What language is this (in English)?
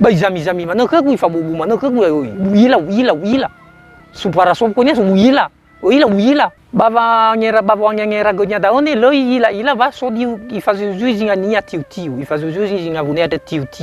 Nias